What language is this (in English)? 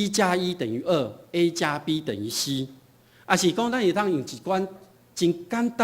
Min Nan Chinese